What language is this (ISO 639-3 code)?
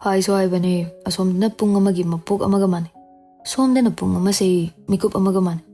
mni